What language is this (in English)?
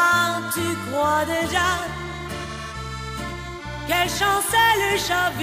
Turkish